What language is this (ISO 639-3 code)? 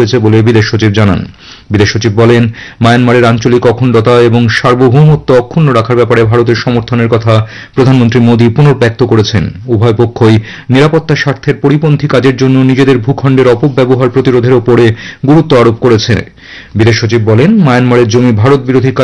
ben